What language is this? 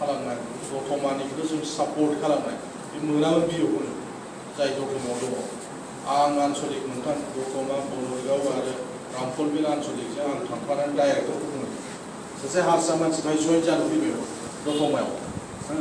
Bodo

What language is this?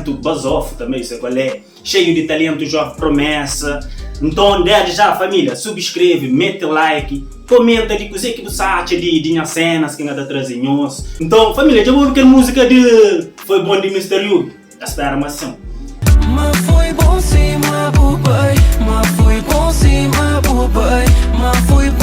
Kabuverdianu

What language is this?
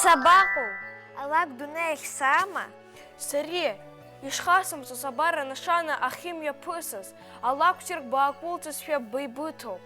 Abkhazian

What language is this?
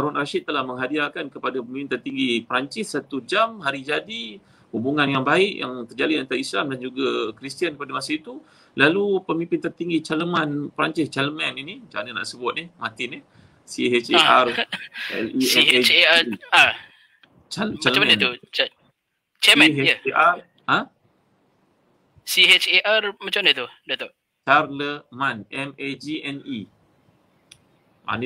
Malay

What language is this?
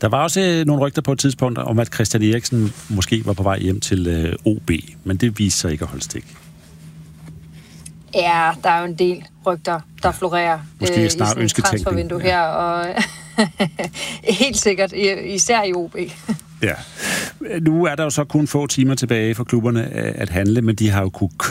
Danish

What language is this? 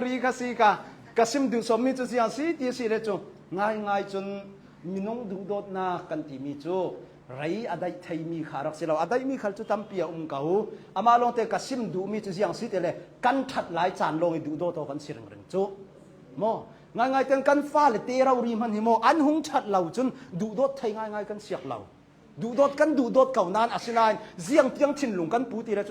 Hakha Chin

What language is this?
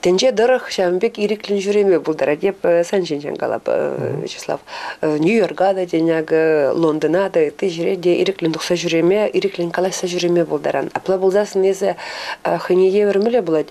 Chuvash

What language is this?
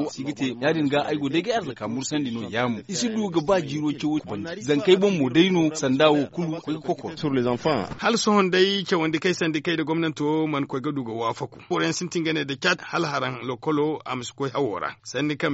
Zarma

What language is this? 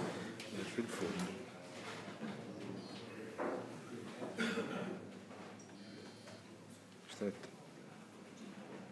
Italian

